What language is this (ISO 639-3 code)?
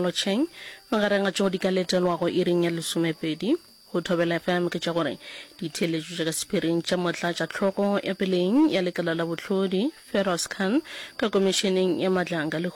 nso